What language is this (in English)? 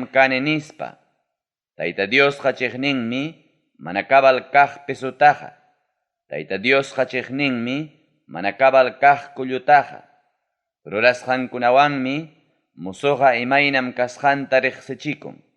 Ayacucho Quechua